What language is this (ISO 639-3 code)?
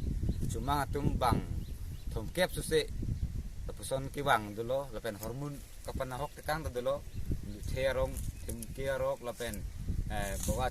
mjw